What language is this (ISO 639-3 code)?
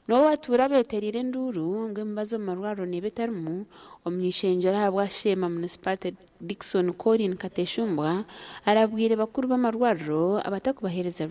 nyn